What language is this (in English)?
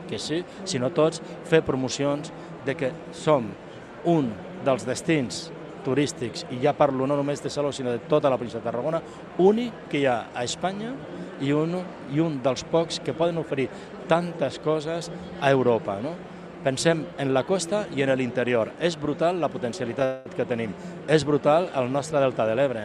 Catalan